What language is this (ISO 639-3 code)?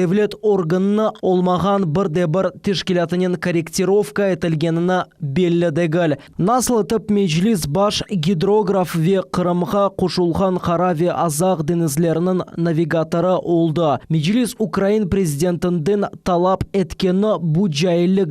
crh